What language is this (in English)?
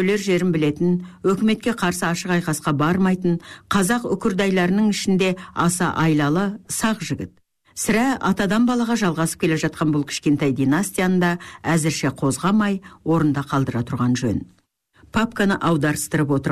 Kazakh